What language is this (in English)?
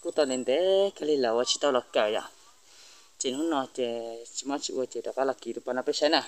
Hmong